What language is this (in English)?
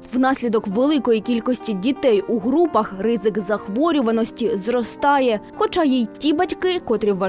Ukrainian